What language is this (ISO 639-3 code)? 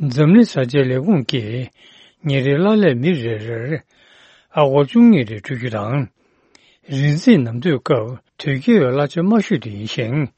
bod